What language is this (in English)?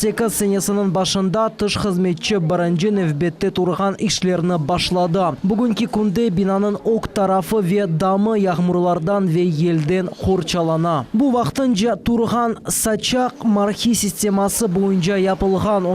Crimean Tatar